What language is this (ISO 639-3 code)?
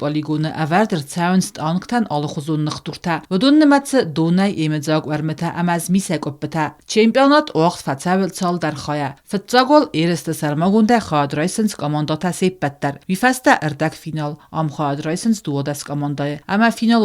oss